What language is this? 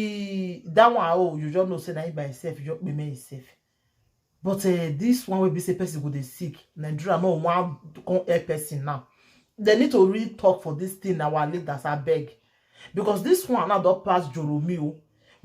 Nigerian Pidgin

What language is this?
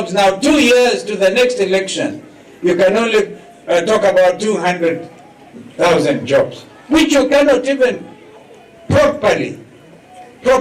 Kamba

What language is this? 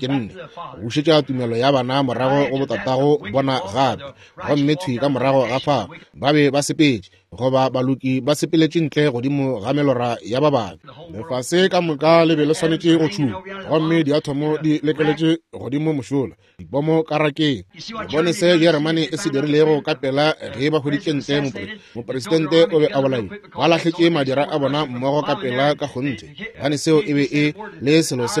Northern Sotho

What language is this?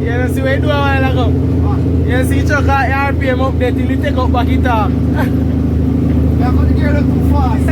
Jamaican Creole English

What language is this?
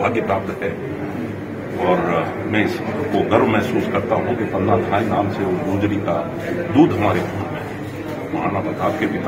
Hindi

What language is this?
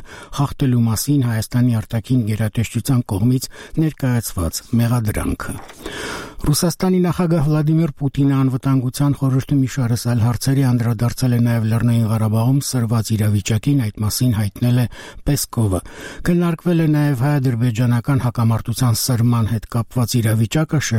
Armenian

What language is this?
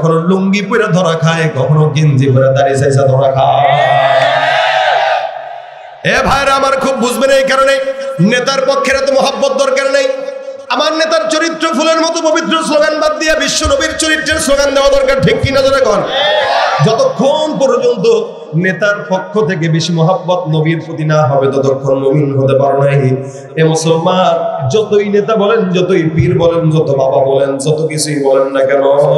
Bangla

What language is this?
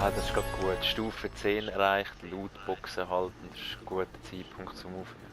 Swiss German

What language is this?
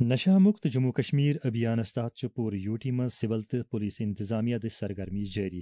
Kashmiri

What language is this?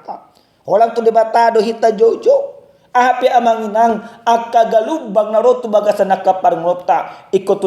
Batak Toba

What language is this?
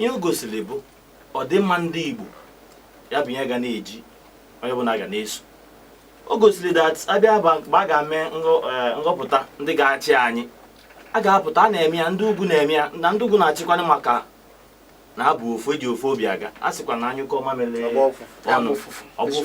Igbo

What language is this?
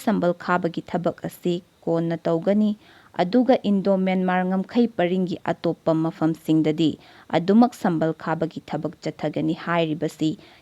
Manipuri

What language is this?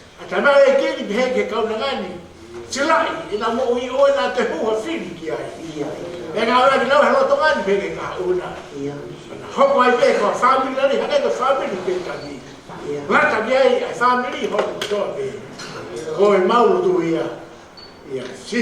Tongan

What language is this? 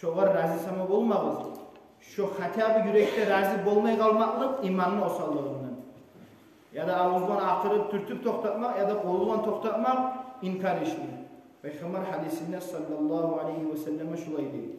Kumyk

